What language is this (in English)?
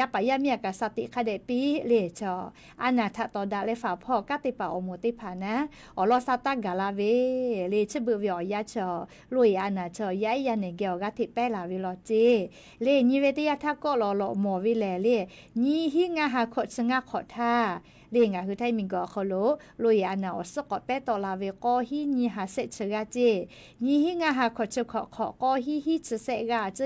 Lahu